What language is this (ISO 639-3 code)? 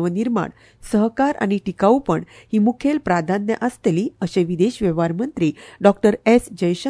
kok